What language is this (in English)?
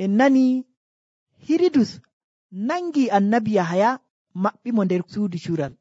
Nigerian Fulfulde